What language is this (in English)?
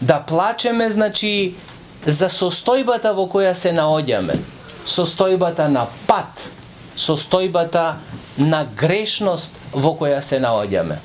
Macedonian